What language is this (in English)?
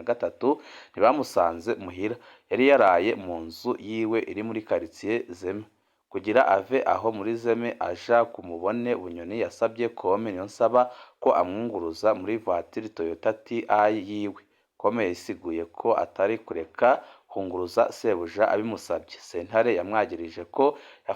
Rundi